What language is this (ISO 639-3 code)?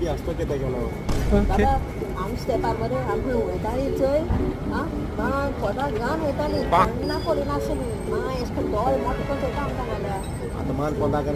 kok